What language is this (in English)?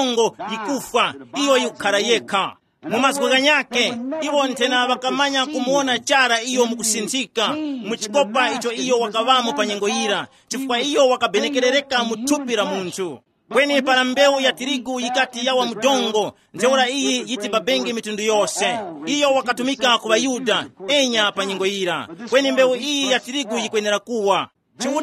Tumbuka